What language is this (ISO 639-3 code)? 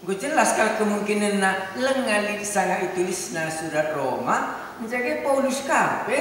btx